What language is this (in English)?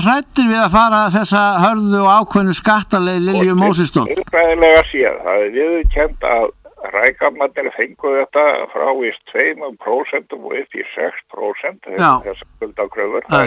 Icelandic